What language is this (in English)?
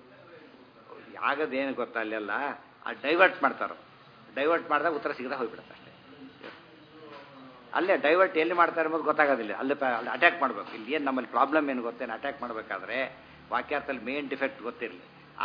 Kannada